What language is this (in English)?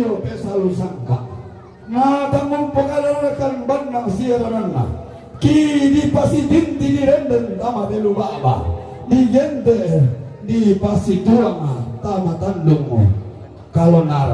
Toraja-Sa'dan